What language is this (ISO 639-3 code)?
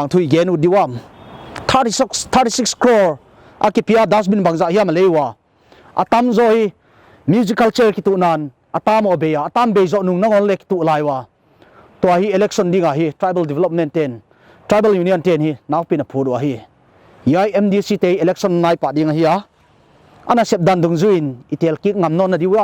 pck